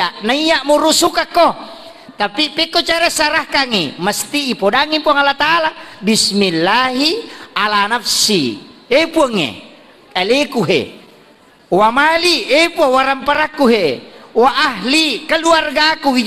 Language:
Buginese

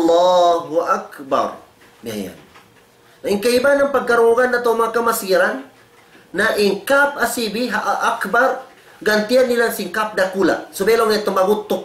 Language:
Tausug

